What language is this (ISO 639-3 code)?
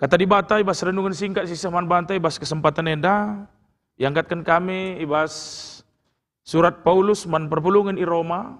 btx